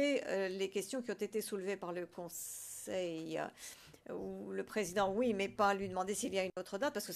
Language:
French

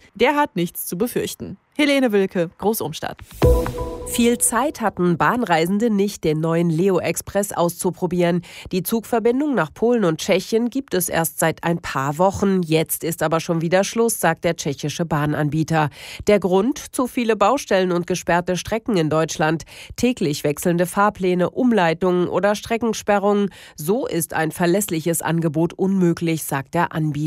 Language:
German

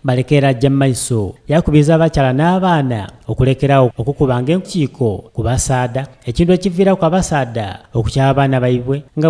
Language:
Soga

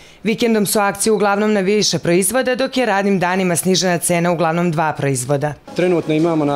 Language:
Serbian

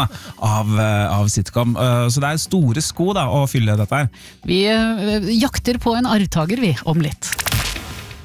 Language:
Norwegian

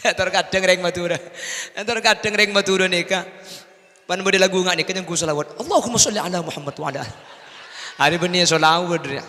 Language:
Madurese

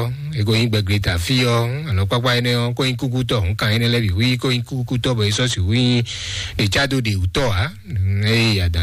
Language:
Fon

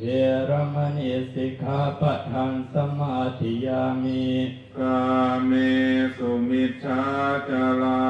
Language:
Pali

